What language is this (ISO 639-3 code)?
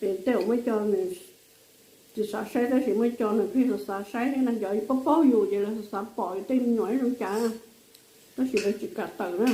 hmn